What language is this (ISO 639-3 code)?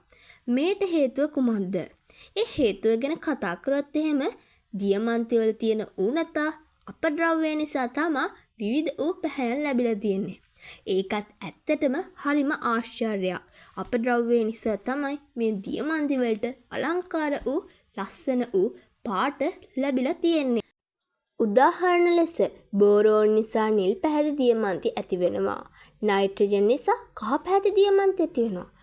sin